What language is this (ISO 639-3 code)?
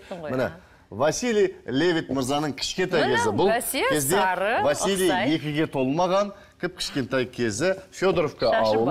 kaz